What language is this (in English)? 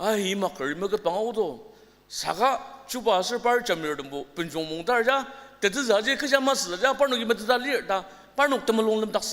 Ao Naga